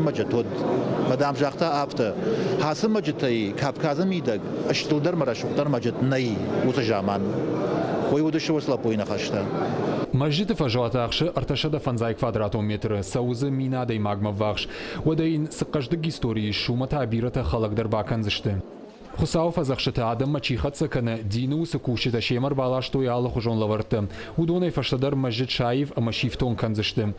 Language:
Ossetic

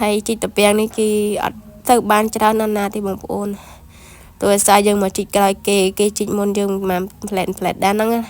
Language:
Khmer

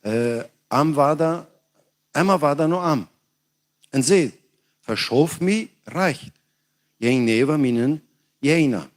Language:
Plautdietsch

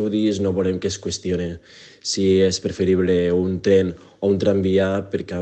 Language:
Catalan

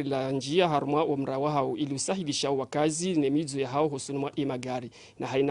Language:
Ngazidja Comorian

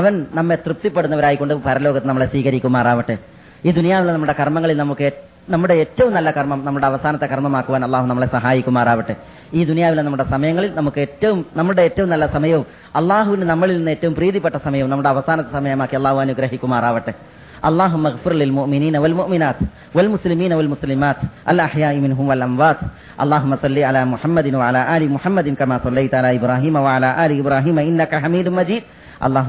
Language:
Malayalam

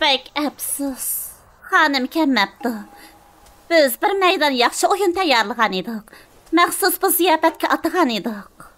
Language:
Uyghur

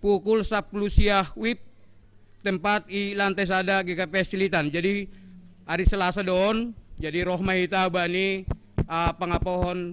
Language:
Batak Simalungun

